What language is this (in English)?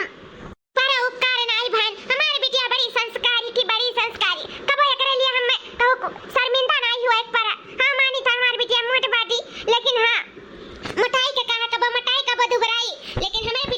Awadhi